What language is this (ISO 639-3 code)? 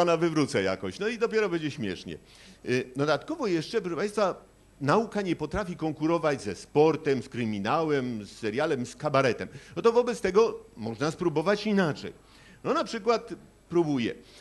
pol